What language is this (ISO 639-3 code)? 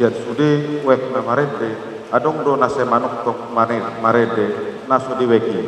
bbc